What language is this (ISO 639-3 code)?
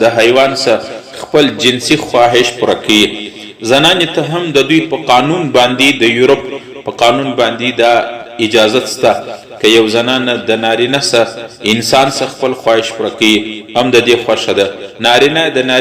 pus